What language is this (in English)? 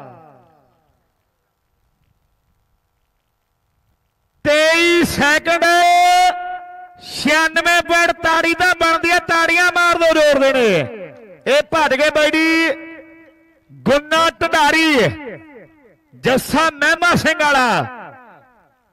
Punjabi